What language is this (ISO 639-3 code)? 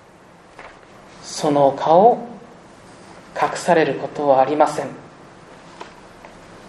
jpn